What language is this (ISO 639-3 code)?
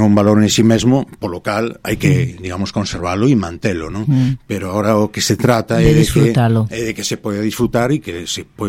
glg